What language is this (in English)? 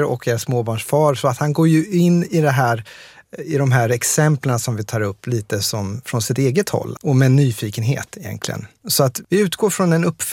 Swedish